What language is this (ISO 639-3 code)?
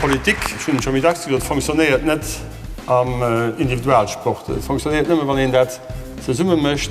ltz